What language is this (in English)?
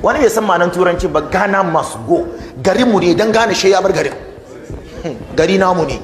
Hausa